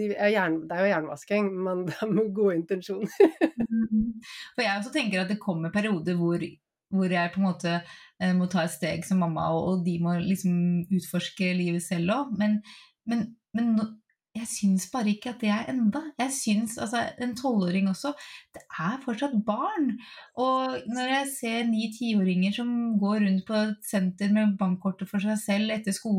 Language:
Norwegian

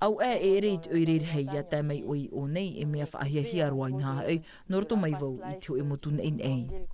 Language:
Tahitian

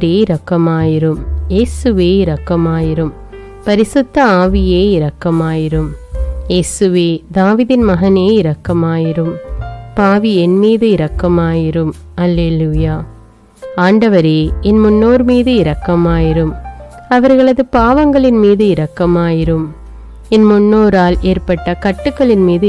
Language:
Tamil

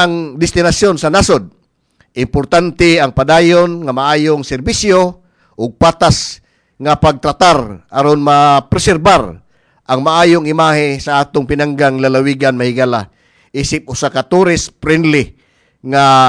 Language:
Cebuano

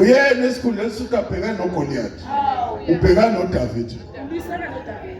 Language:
Zulu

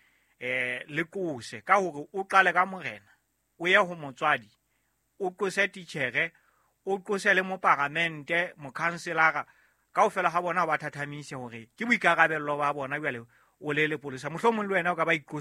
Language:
Southern Sotho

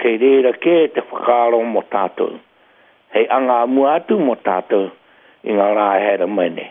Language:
Māori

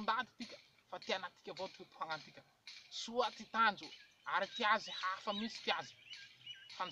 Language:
Malagasy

